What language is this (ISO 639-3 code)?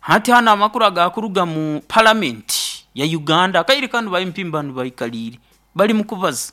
nyo